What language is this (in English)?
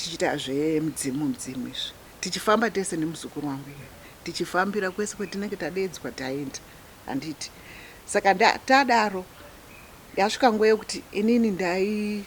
Shona